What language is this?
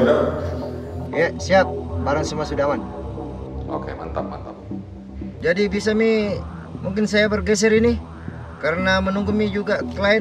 Makassar Malay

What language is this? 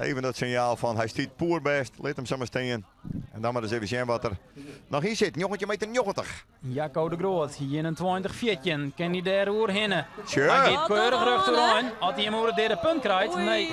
Western Frisian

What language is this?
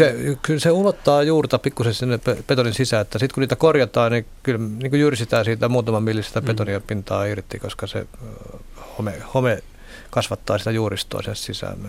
Finnish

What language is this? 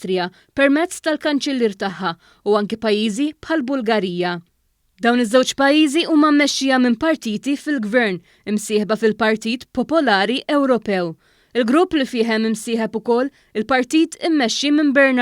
Maltese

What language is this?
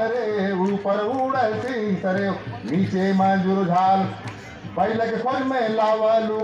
Chhattisgarhi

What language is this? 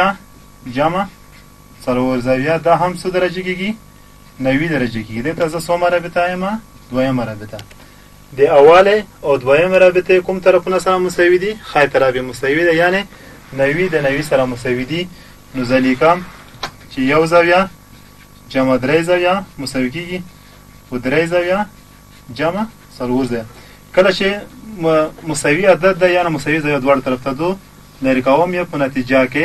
Pashto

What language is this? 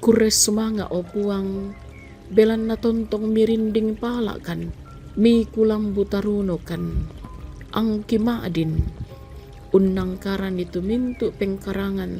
Toraja-Sa'dan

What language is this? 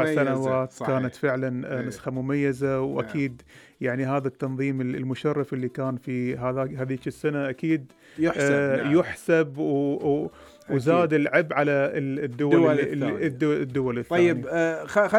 Gulf Arabic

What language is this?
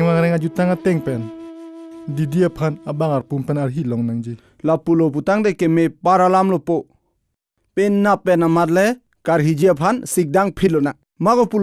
Karbi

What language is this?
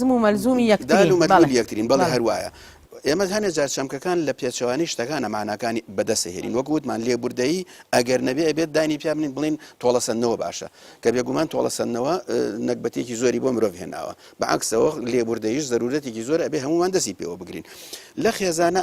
Central Kurdish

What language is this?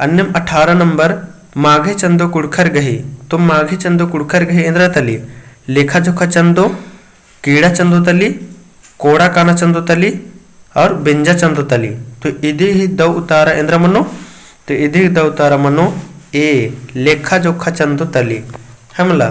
Kurukh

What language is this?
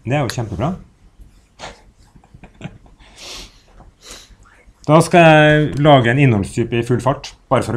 Norwegian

